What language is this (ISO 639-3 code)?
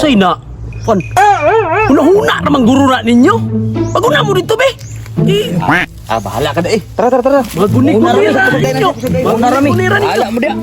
ceb